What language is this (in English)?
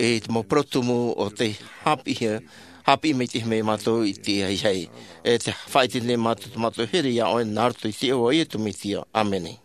Tahitian